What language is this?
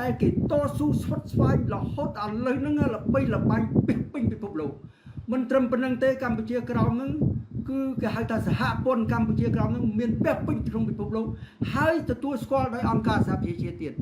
Khmer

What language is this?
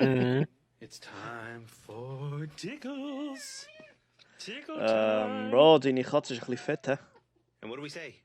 Swiss German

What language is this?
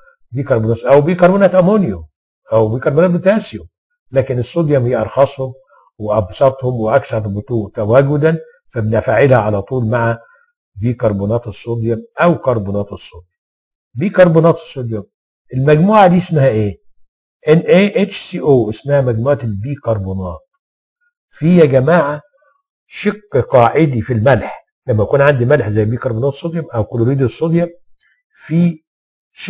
Egyptian Arabic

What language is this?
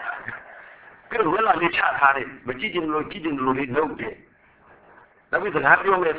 Burmese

